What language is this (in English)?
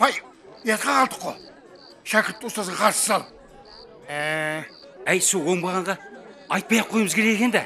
Kara-Kalpak